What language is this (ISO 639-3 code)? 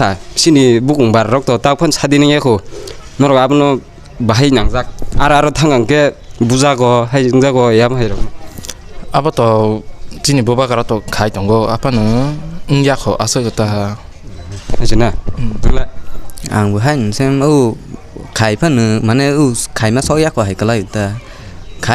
trp